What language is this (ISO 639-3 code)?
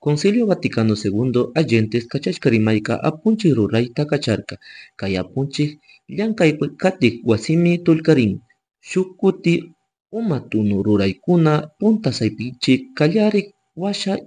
qug